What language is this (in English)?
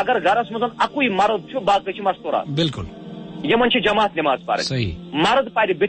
Kashmiri